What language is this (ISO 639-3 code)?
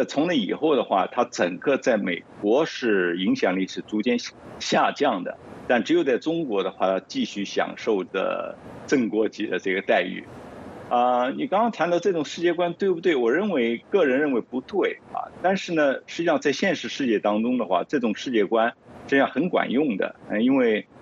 zho